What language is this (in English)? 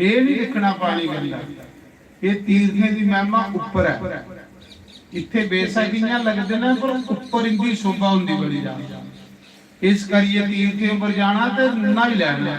Dogri